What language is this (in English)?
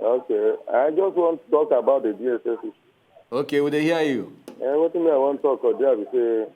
Nigerian Pidgin